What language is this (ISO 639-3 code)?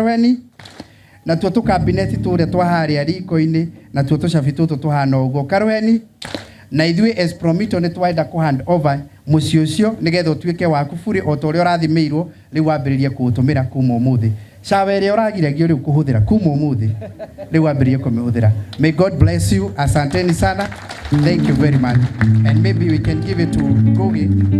kik